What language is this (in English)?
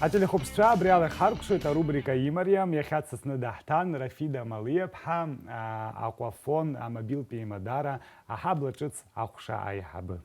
Abkhazian